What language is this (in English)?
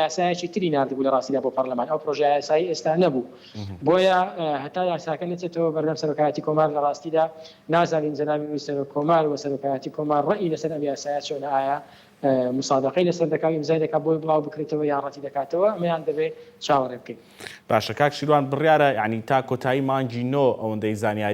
Central Kurdish